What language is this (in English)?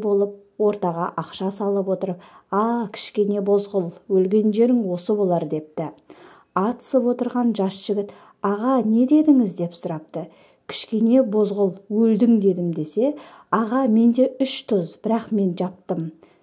Kazakh